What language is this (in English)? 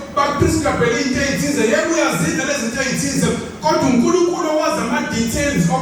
Zulu